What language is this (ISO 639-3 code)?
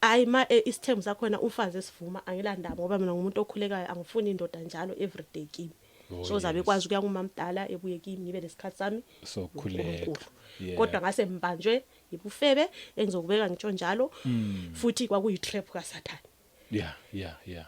zul